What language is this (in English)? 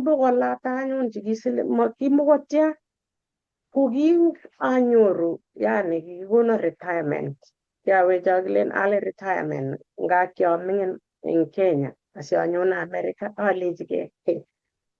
Kalenjin